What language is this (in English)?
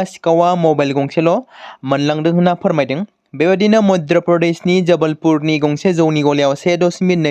Bodo